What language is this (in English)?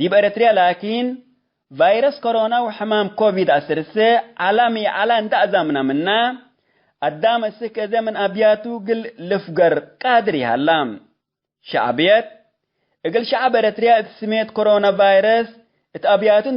Tigre